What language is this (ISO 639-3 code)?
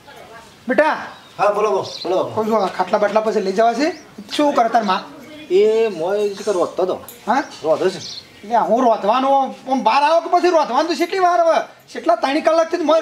guj